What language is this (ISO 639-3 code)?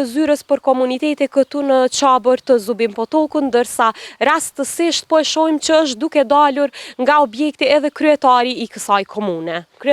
sqi